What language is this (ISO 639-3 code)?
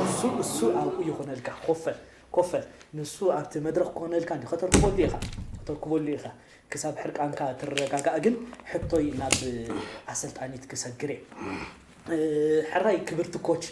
tir